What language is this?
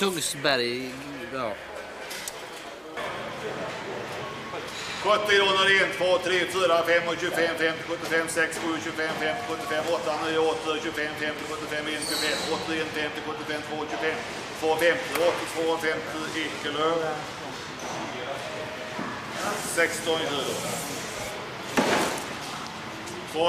Swedish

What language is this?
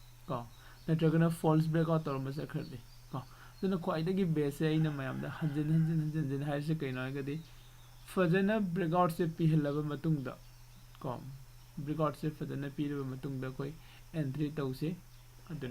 Manipuri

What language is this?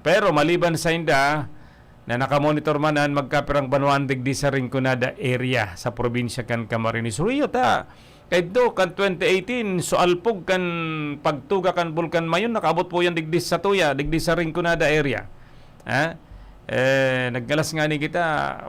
Bikol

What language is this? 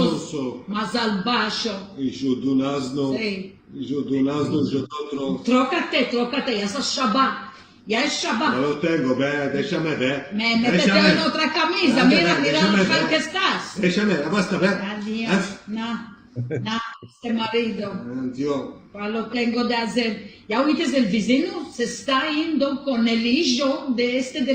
Ladino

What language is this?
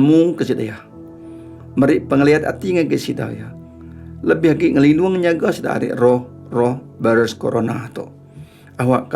Iban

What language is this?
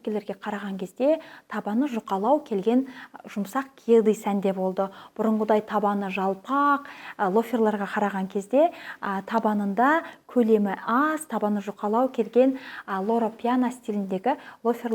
Kazakh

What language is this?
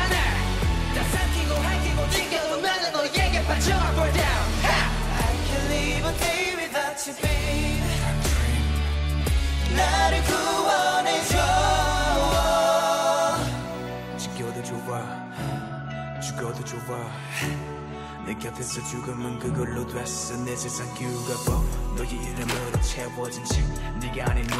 Korean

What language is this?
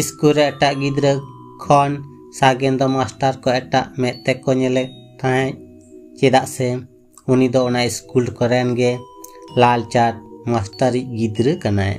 Santali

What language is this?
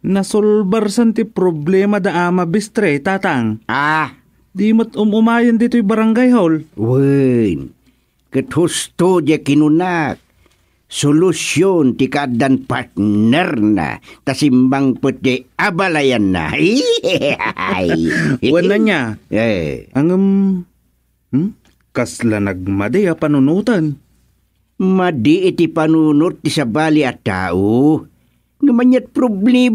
Iloko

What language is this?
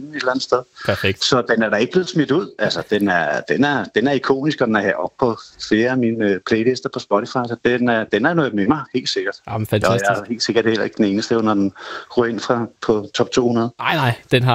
Danish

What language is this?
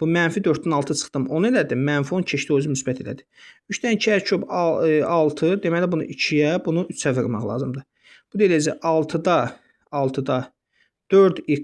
Azerbaijani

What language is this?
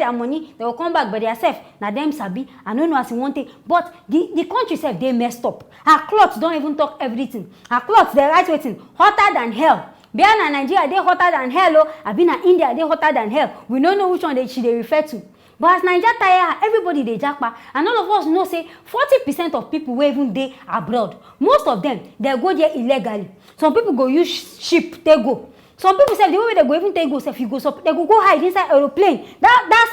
Nigerian Pidgin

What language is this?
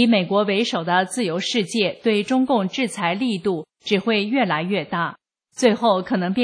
Chinese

